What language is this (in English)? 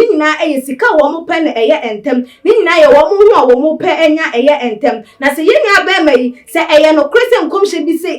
Akan